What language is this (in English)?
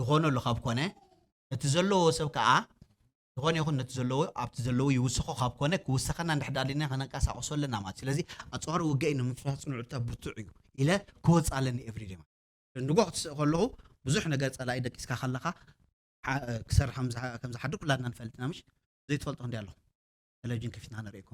Tigrinya